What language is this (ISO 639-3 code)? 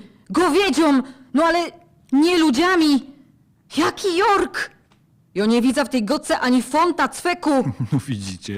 szl